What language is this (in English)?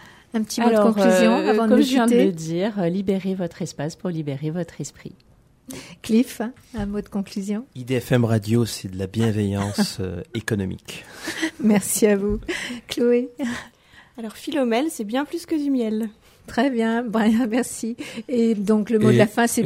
French